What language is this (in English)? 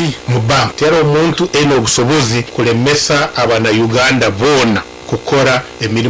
Nyoro